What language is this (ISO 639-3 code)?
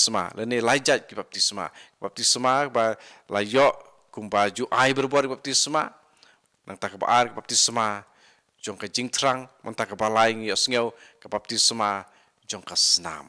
kha